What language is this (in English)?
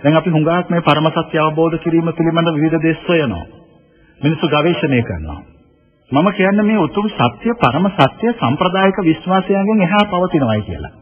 Sinhala